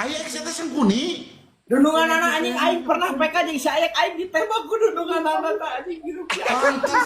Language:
Sundanese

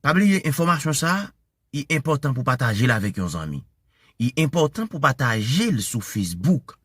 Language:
Haitian Creole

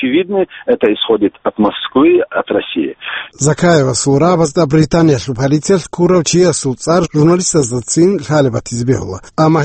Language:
Avaric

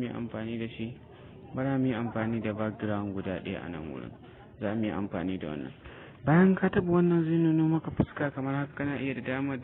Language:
Hausa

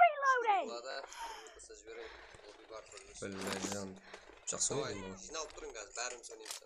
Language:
Kara-Kalpak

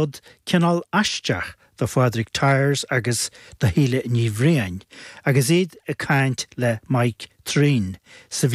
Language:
Irish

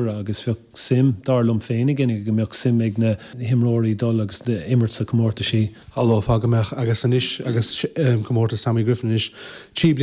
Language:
Irish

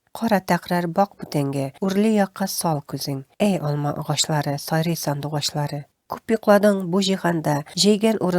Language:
Tatar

